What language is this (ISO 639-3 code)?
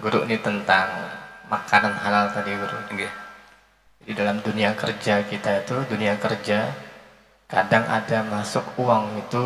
bjn